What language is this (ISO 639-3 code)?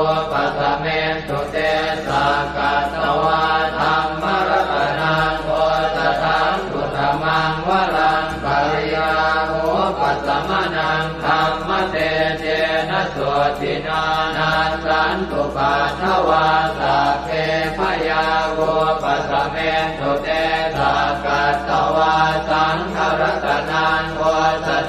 pli